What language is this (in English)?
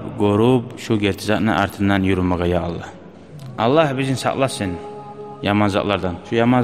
Kumyk